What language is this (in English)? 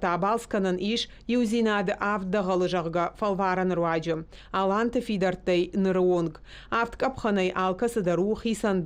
Ossetic